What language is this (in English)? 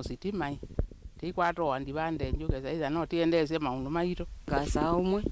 Kamba